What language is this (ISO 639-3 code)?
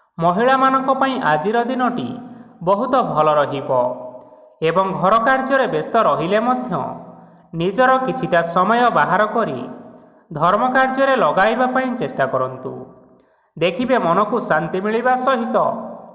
ori